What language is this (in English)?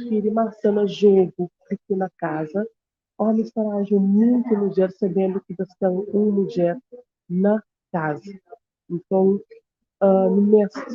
Kabuverdianu